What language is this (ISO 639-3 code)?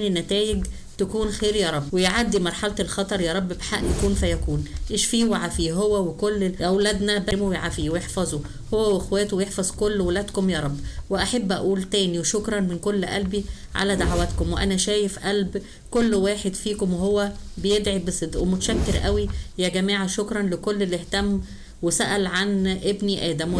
arz